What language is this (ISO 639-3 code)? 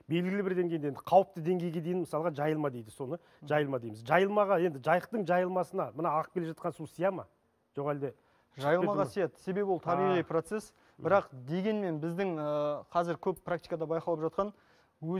kaz